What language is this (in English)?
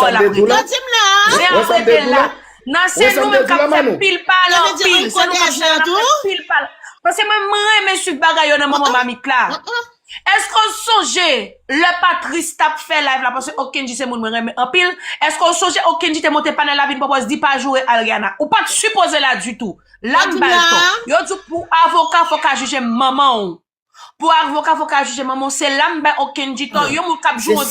Haitian Creole